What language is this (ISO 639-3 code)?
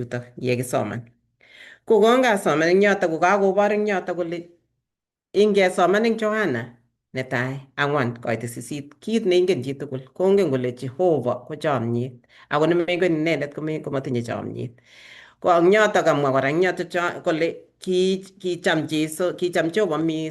kln